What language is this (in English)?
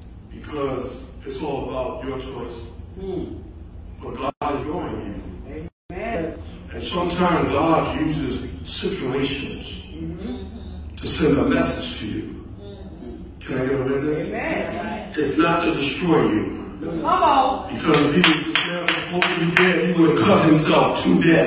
English